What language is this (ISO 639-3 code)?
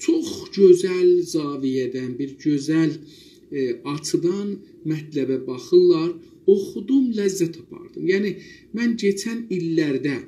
azb